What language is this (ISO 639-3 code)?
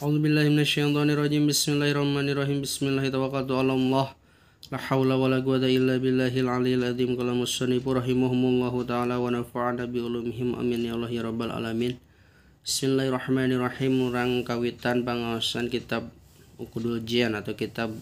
sun